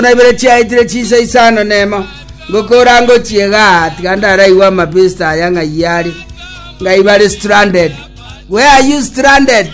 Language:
Gusii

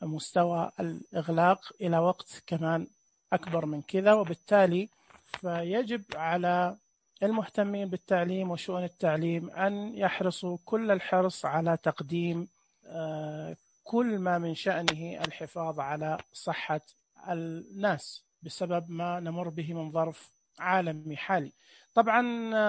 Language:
Najdi Arabic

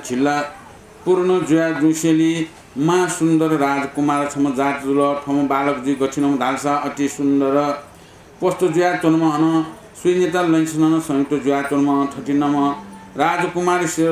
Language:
Newari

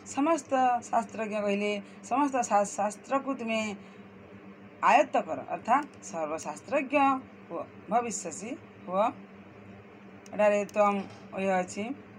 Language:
Odia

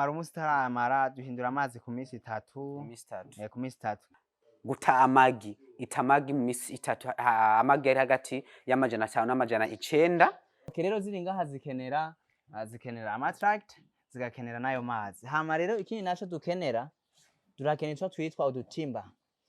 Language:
Rundi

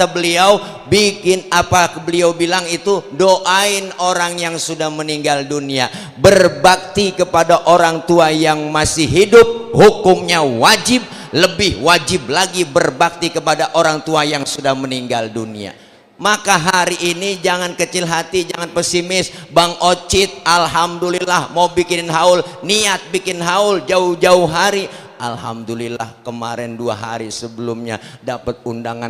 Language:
Betawi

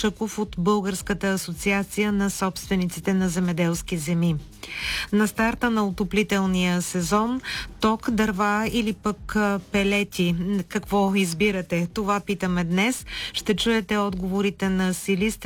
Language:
Bulgarian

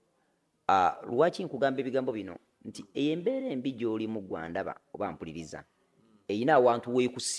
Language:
Ganda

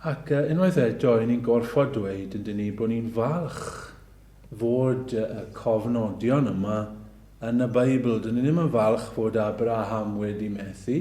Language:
Welsh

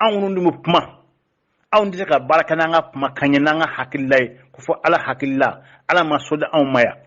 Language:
Bambara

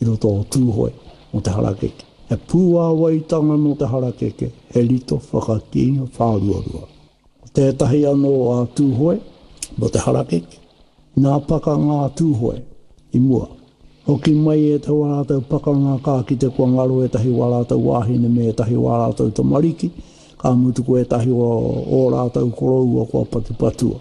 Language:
Māori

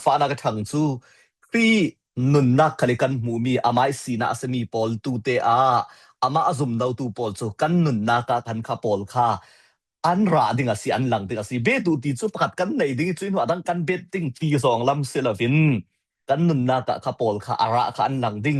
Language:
Falam Chin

